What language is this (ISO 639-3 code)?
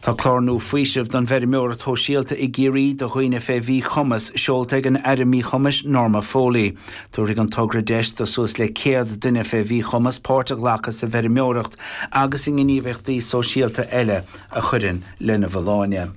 gle